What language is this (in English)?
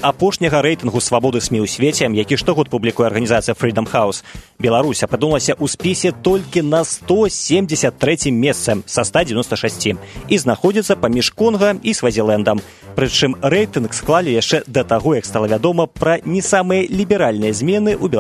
Belarusian